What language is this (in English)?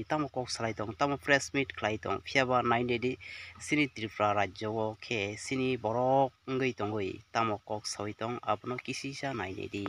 Kok Borok